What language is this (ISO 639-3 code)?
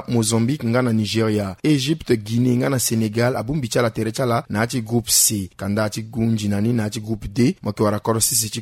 sag